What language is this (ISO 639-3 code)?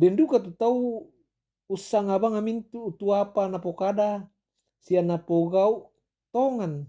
sda